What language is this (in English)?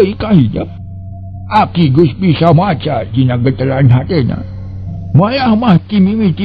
Sundanese